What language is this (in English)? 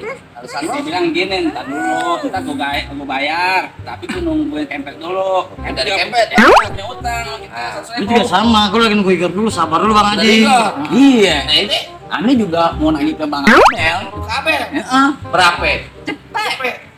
Betawi